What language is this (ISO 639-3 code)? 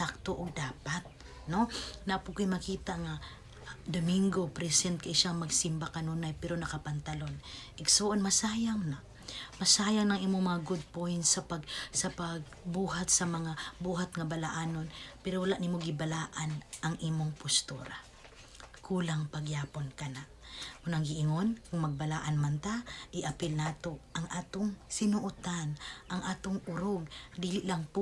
ceb